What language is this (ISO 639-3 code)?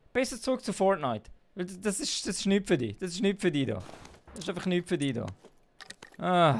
gsw